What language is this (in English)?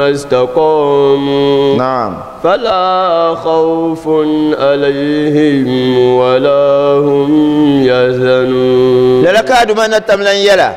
Dagbani